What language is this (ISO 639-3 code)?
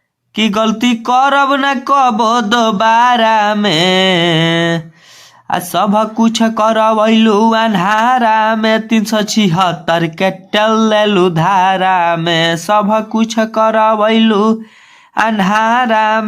bho